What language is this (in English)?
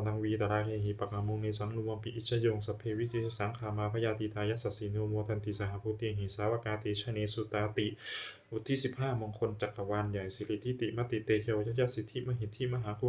Pali